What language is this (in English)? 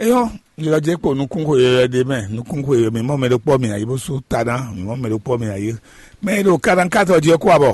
Fon